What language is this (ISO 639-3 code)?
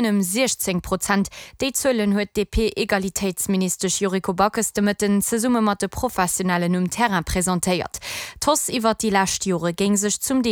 ltz